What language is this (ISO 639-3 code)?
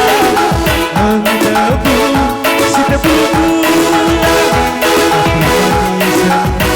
btx